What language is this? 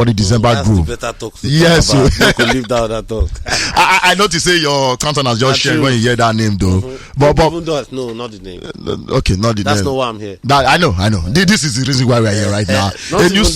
Nigerian Pidgin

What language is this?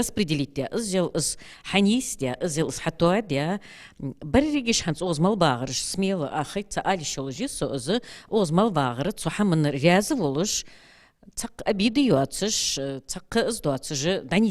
Ingush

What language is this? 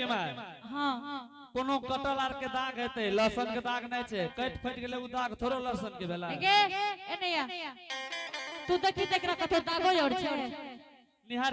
Angika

